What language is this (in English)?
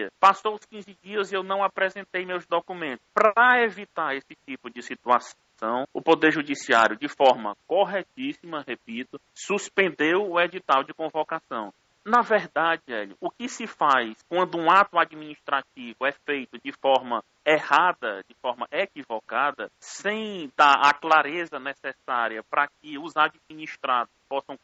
Portuguese